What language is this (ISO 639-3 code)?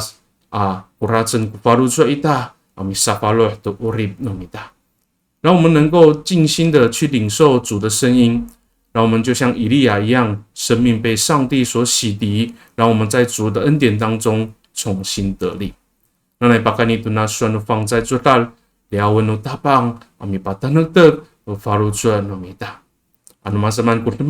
ami